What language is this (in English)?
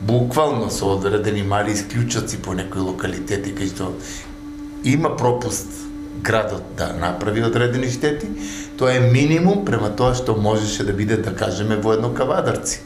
Macedonian